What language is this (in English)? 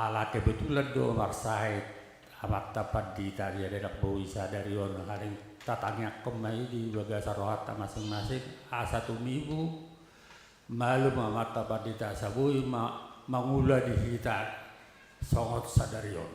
Batak Toba